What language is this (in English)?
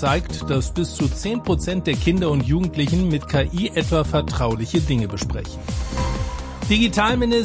German